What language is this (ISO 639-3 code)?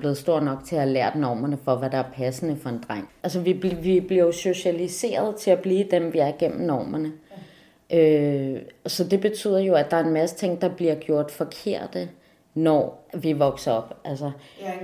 dan